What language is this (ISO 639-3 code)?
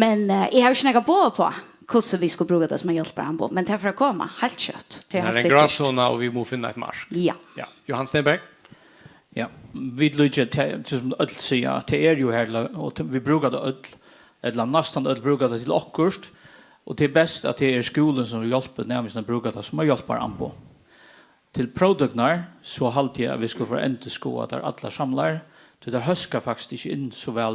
fao